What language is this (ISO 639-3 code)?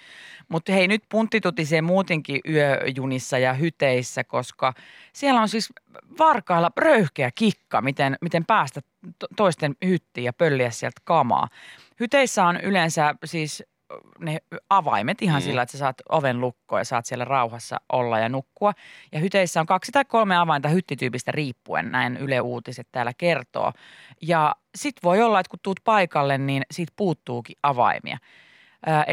fin